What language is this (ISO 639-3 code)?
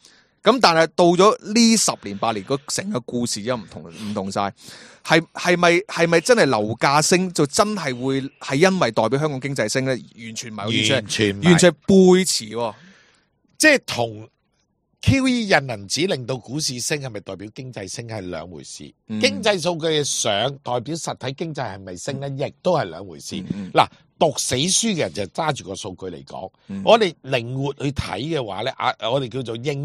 yue